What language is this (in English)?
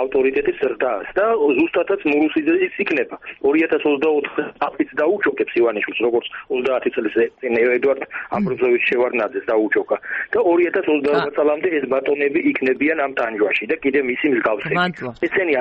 Georgian